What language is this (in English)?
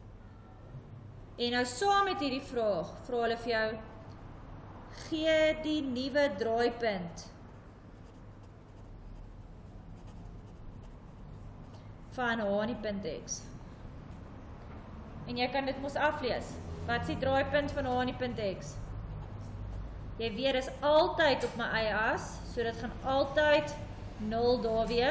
Afrikaans